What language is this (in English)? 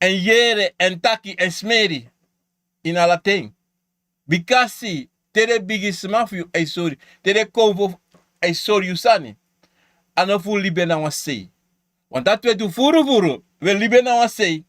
Sranan Tongo